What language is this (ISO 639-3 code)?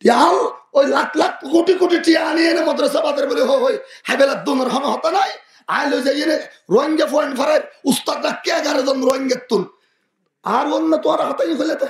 rhg